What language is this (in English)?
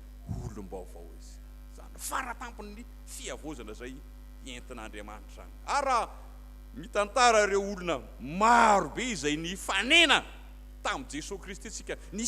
Malagasy